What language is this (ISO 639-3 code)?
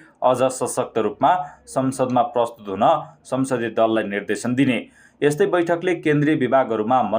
nep